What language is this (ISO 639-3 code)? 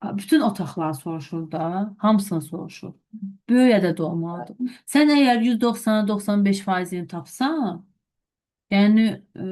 aze